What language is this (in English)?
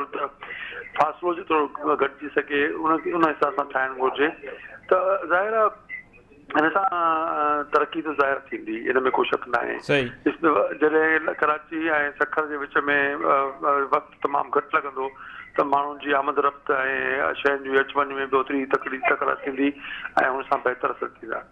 Sindhi